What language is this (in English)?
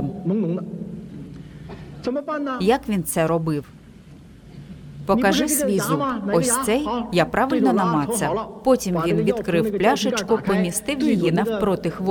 Ukrainian